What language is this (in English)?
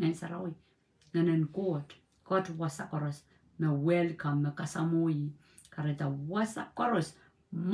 Pohnpeian